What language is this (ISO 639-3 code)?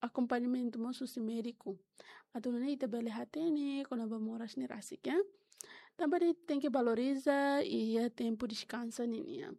tet